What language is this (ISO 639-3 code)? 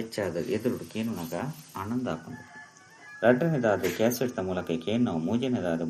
tcy